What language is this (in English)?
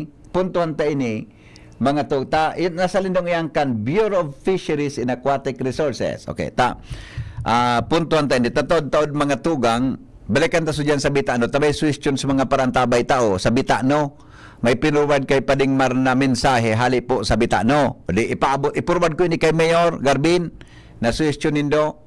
Bikol